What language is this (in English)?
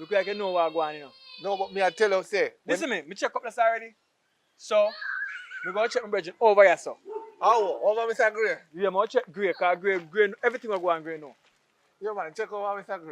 Jamaican Creole English